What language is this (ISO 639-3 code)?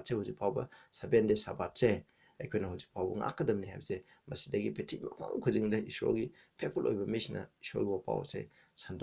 mni